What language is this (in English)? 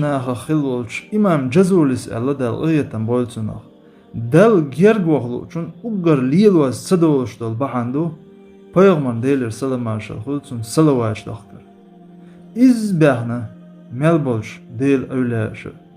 Chechen